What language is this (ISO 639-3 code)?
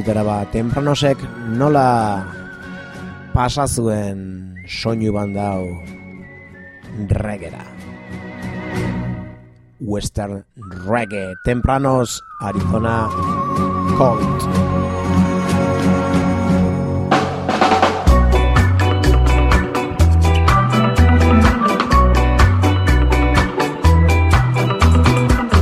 eus